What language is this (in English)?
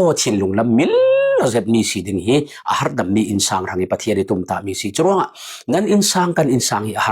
Falam Chin